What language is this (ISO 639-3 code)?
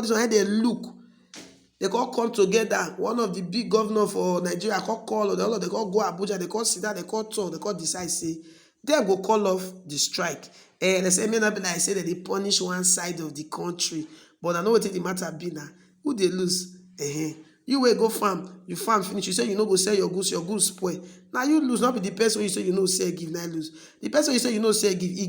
pcm